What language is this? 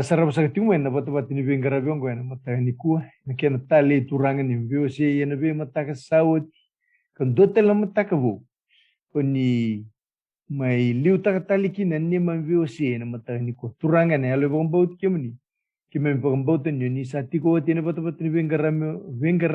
Fijian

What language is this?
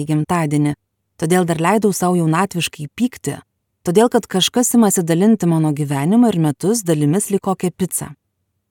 Lithuanian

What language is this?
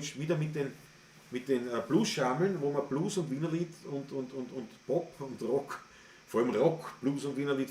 Bavarian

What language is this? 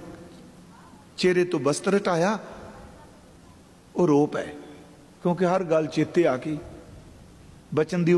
Punjabi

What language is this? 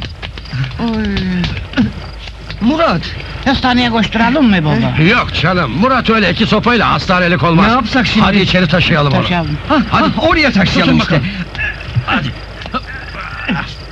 Turkish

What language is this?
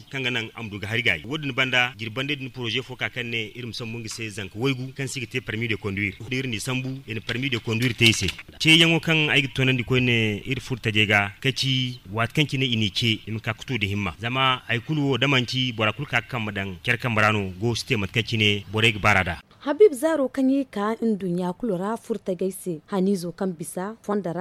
Zarma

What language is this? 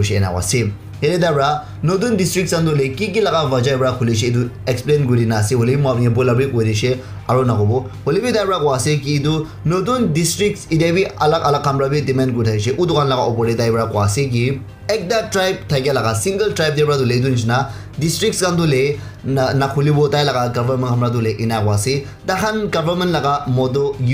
Naga Pidgin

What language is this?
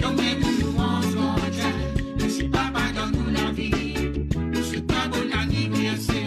Morisyen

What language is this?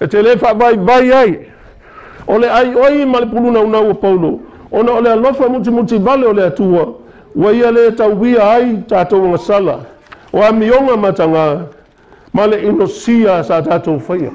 Samoan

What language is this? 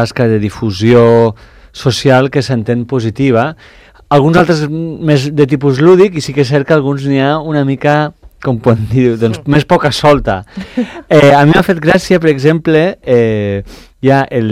Catalan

